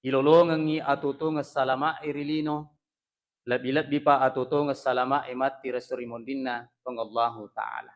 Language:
Buginese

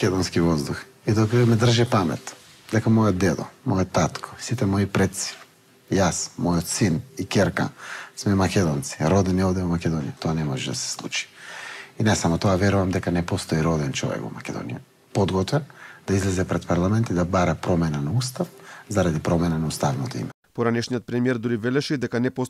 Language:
Macedonian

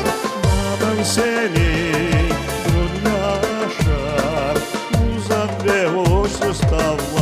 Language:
Crimean Tatar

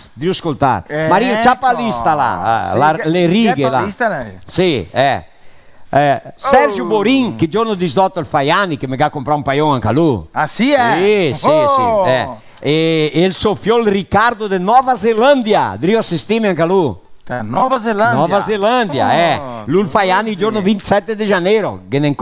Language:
Venetian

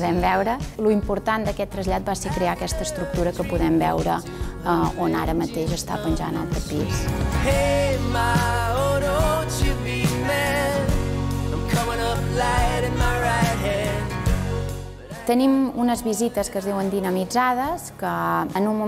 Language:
Catalan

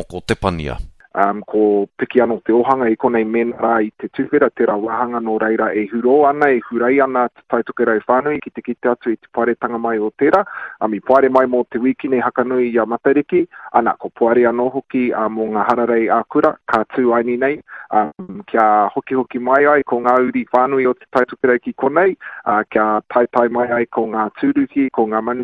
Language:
Māori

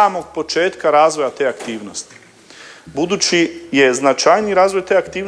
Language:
Croatian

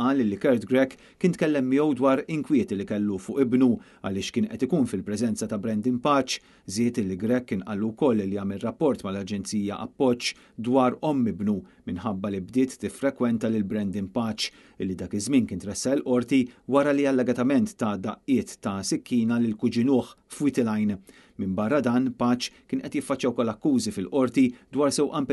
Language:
Maltese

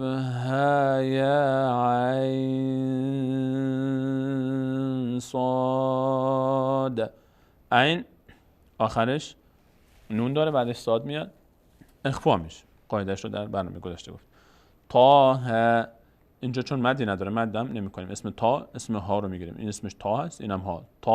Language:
Persian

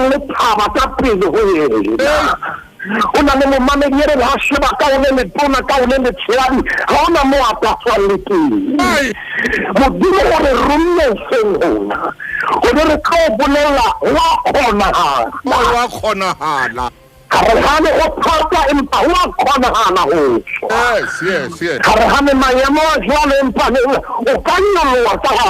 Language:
Southern Sotho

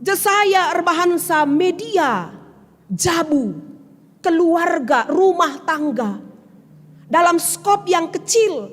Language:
Batak Karo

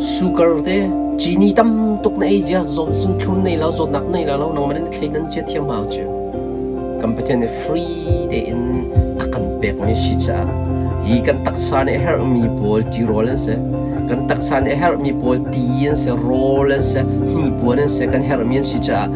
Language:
Hakha Chin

